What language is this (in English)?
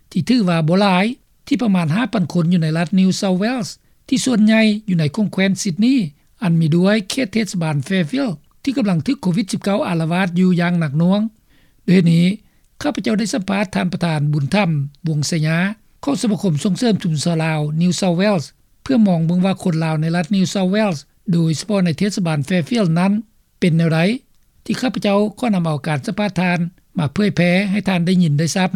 Lao